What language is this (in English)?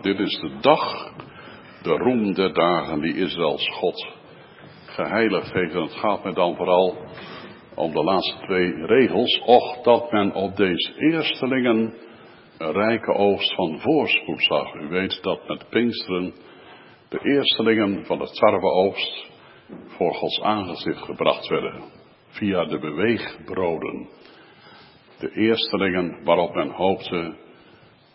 Dutch